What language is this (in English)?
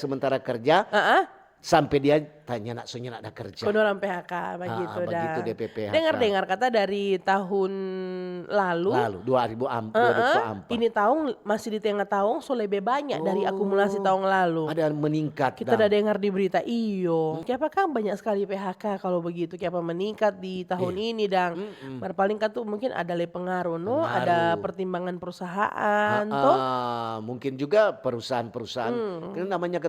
Manado Malay